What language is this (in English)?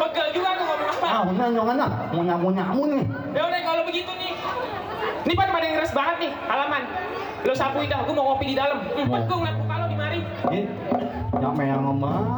Betawi